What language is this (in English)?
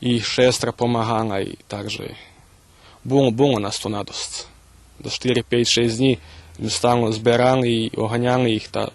Rusyn